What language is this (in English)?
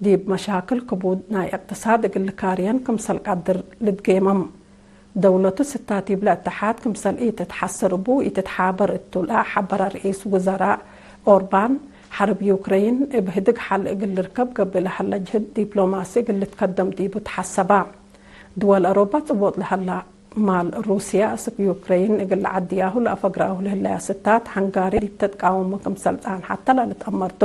Tigre